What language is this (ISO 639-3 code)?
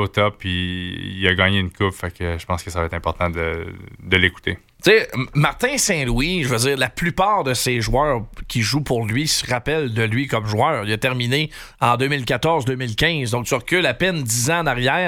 fra